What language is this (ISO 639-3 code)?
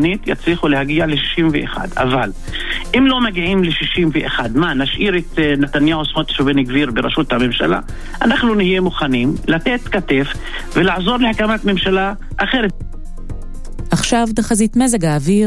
heb